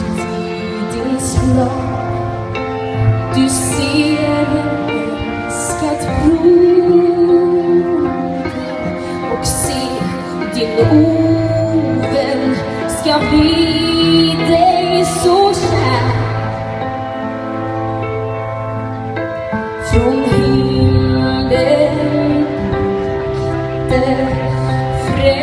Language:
Swedish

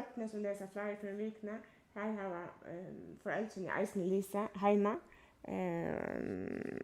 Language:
Faroese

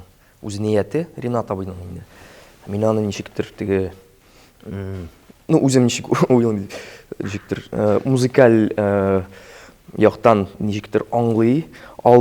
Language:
Tatar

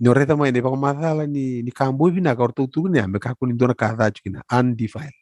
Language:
Fijian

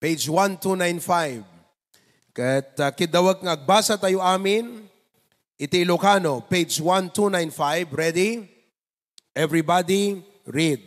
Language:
Iloko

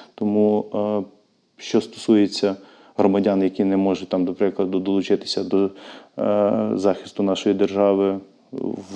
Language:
Ukrainian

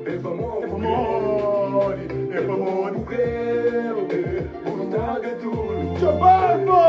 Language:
Kabuverdianu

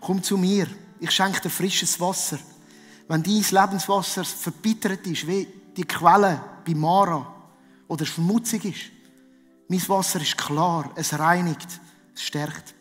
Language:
Swiss German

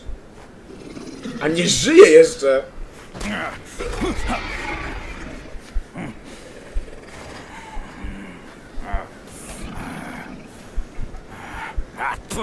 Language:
Polish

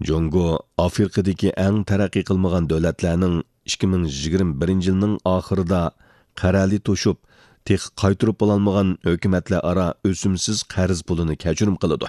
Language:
Uyghur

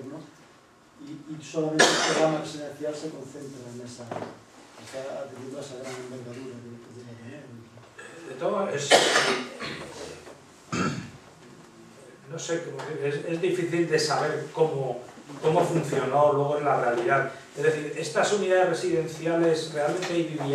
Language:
Spanish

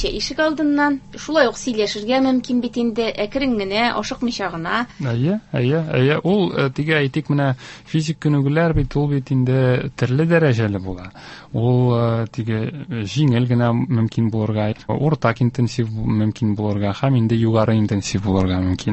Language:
Tatar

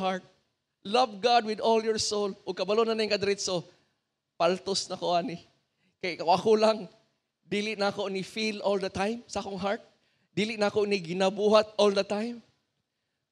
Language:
Cebuano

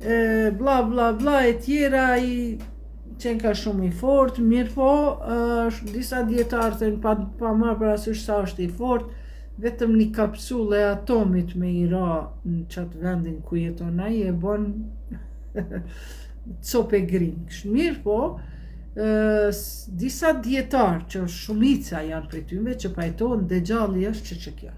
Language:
Albanian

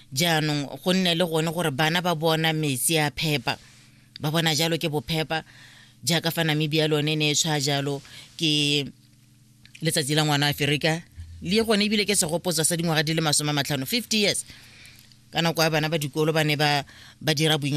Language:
Tswana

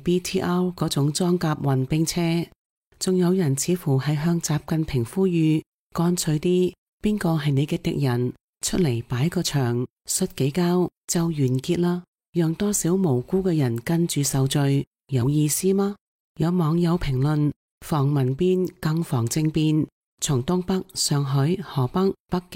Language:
Cantonese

